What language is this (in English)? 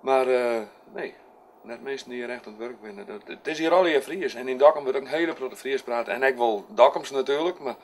Western Frisian